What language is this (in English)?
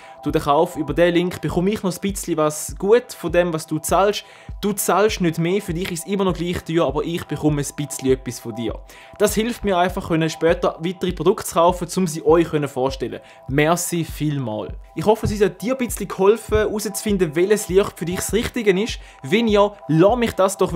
Swiss German